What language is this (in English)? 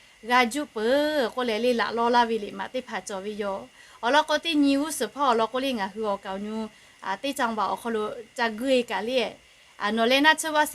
Lahu